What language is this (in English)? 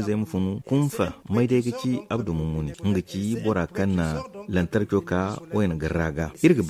Zarma